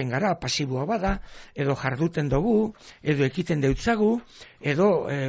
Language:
Basque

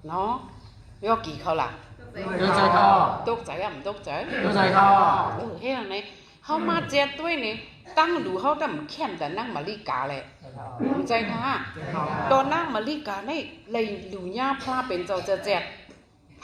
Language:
Shan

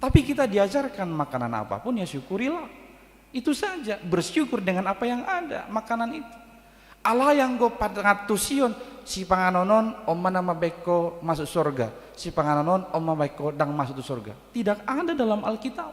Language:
Batak Toba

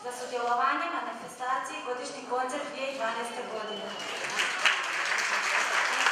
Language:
Croatian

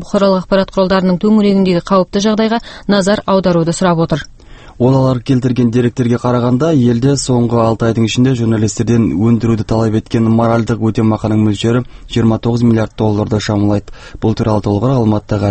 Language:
Kazakh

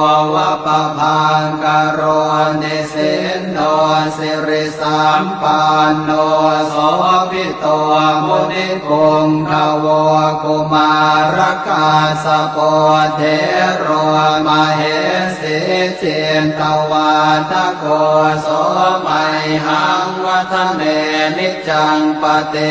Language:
Pali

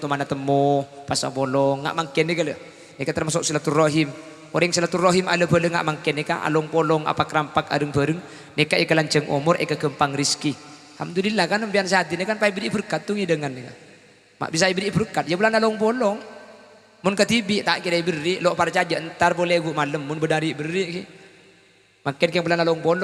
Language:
Madurese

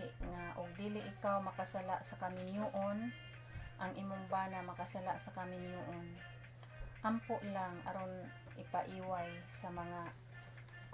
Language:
Cebuano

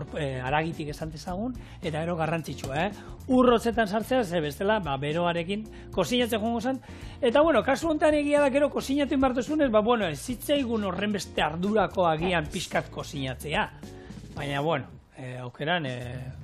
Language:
Basque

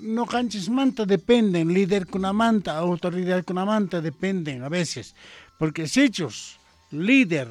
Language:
Quechua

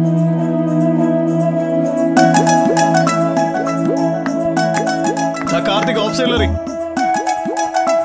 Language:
Malayalam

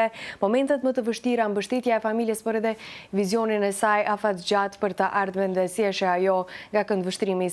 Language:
Albanian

